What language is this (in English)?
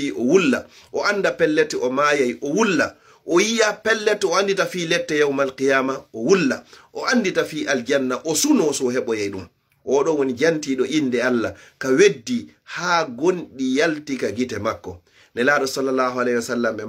Fula